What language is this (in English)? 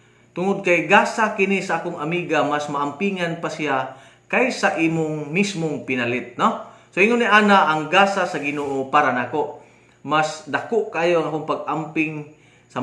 Cebuano